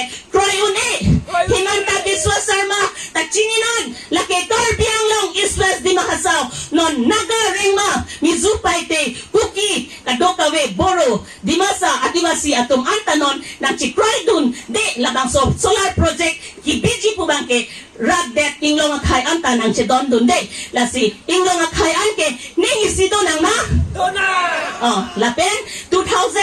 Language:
Karbi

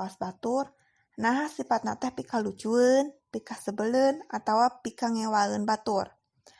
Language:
Sundanese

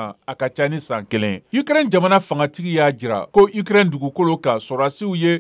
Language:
Bambara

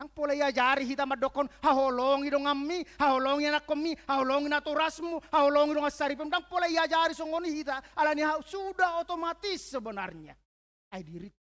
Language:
Batak Toba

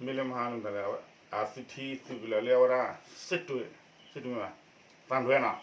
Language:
S'gaw Karen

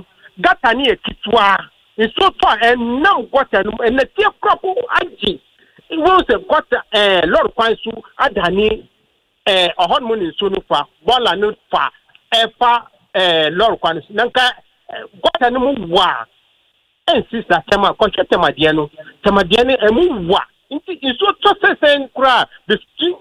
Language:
Akan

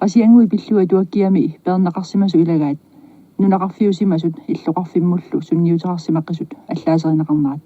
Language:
Kalaallisut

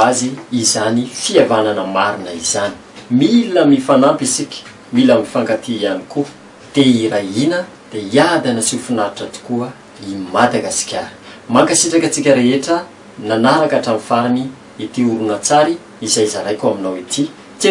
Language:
Malagasy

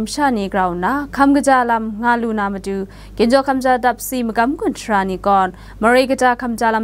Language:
Kachin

